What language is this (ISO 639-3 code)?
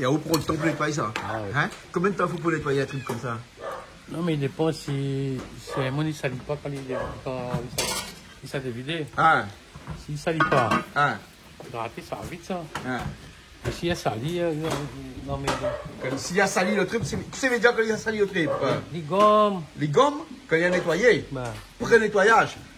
rcf